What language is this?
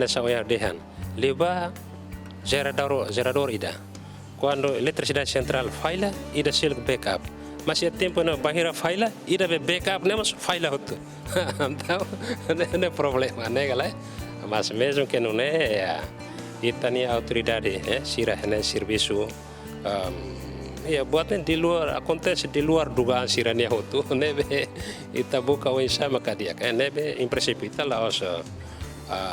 Tetum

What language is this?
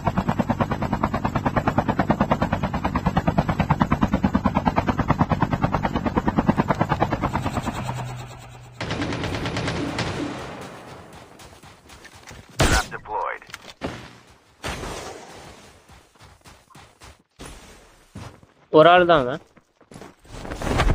Tamil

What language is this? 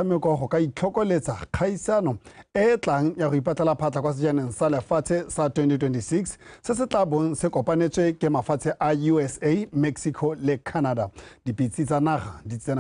Tswana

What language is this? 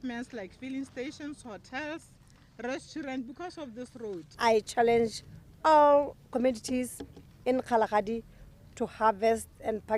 Tswana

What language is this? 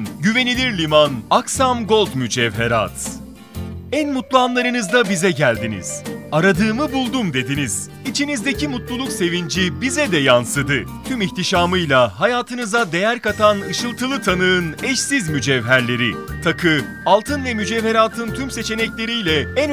Turkish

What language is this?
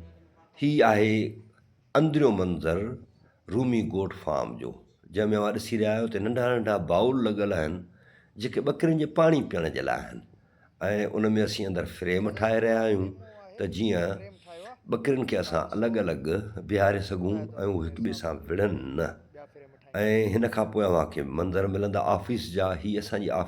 Sindhi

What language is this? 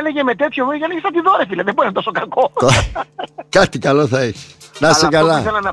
Greek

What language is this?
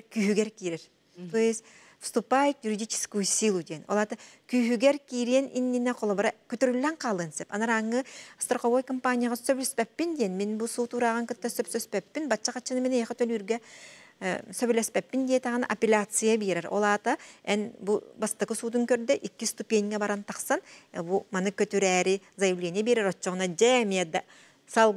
Yakut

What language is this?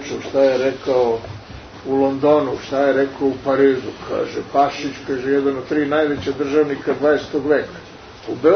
Serbian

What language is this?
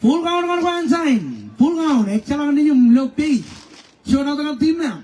Marshallese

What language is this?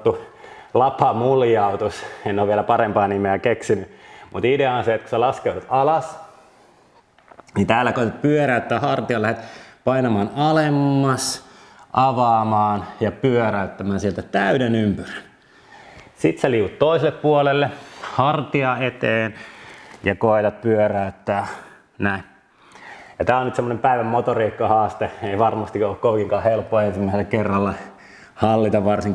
Finnish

